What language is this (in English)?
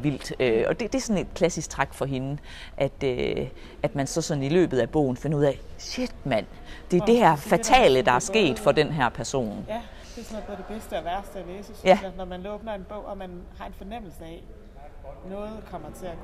Danish